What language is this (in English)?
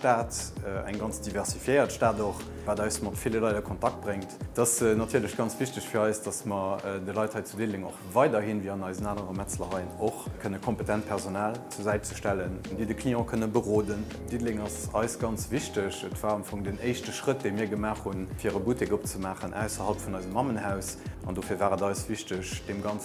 Luxembourgish